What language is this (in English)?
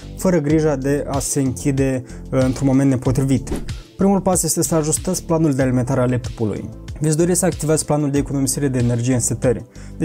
Romanian